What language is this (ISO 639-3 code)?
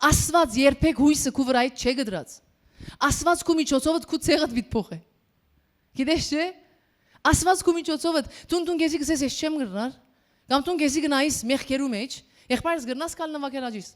hyw